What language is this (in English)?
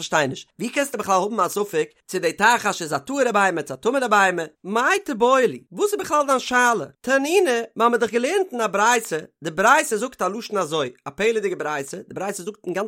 Yiddish